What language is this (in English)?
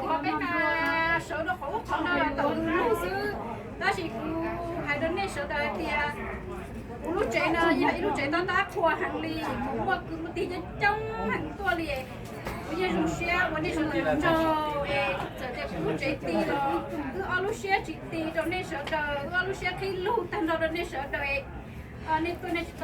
Hmong